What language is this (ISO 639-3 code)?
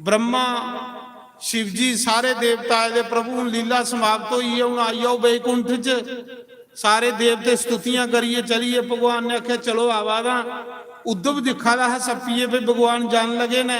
doi